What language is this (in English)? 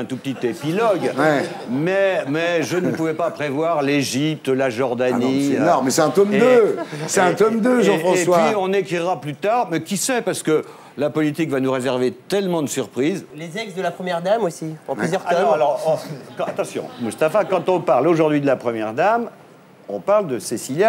French